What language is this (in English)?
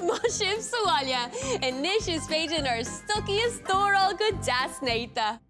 Irish